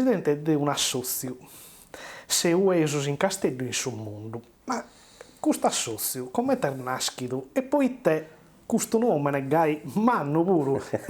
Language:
Sardinian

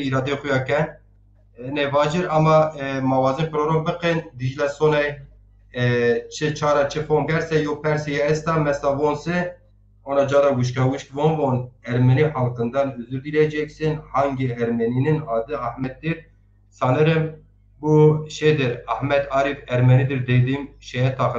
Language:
Zaza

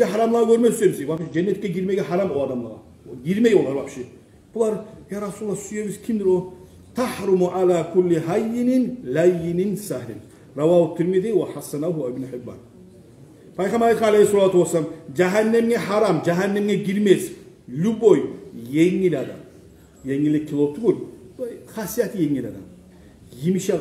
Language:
Kumyk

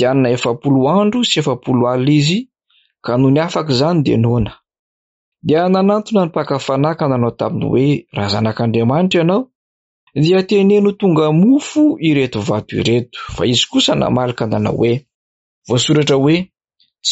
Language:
Malagasy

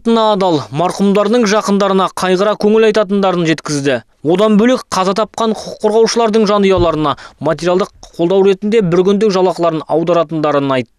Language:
Kazakh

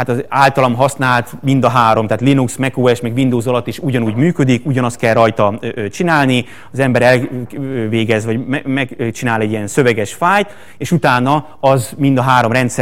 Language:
Hungarian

